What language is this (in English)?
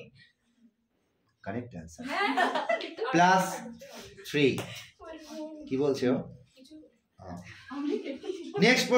Bangla